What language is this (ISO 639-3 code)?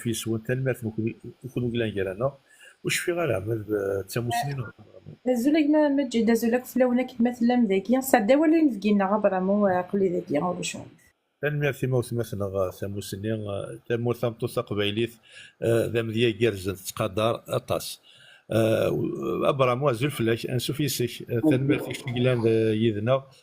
kab